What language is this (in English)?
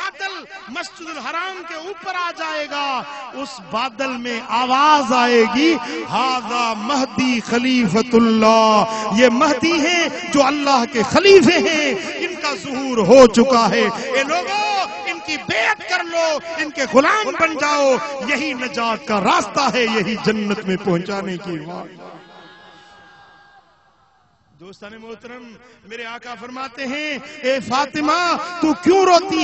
Urdu